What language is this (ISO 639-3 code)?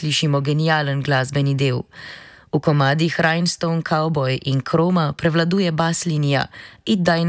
slv